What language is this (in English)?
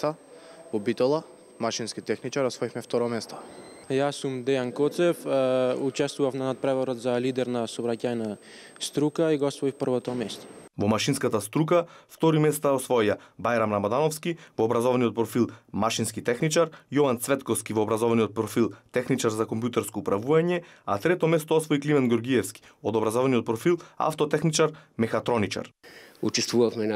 Macedonian